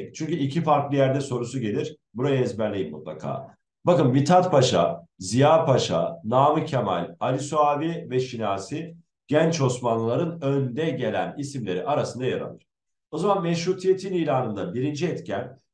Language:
Turkish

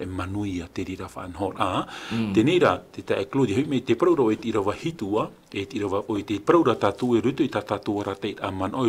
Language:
Tahitian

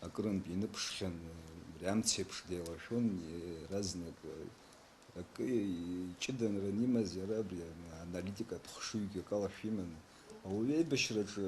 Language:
Abkhazian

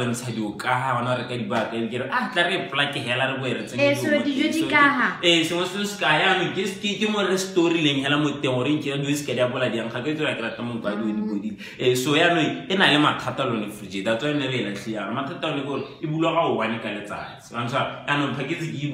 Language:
Tswana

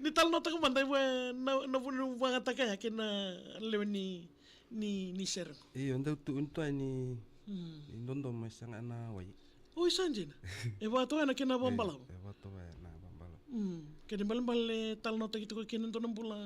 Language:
Fijian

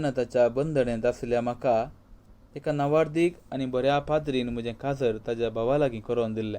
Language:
Konkani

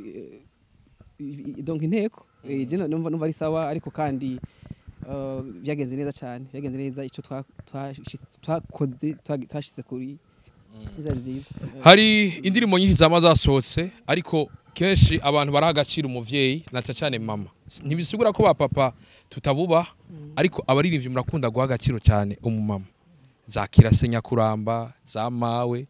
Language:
Rundi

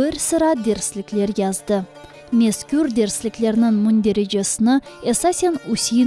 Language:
Crimean Tatar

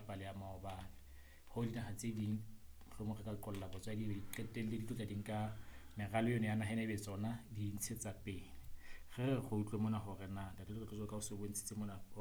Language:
Southern Sotho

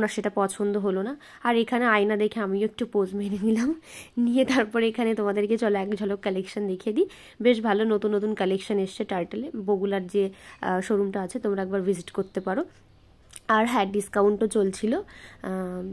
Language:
Bangla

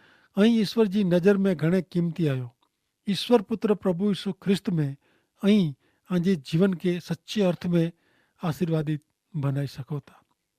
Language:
Kachhi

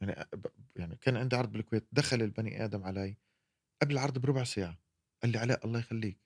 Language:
North Levantine Arabic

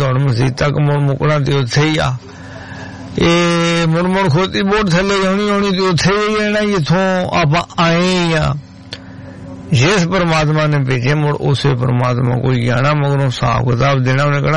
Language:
Punjabi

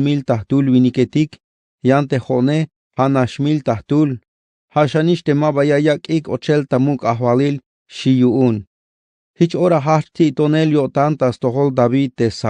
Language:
Tzeltal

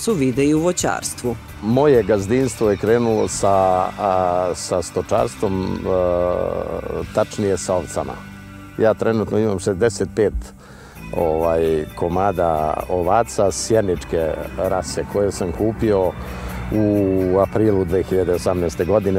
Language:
Serbian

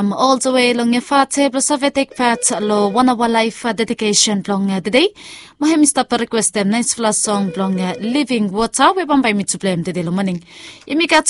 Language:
Bislama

